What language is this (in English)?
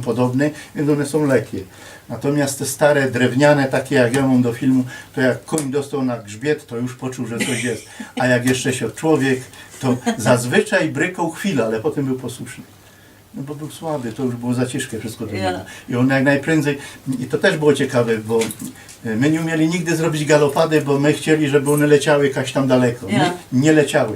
Silesian